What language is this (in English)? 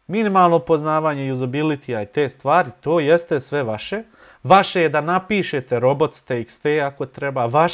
Bosnian